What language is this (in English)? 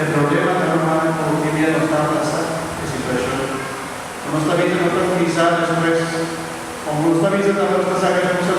Papiamento